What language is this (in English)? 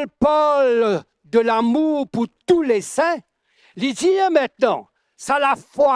Morisyen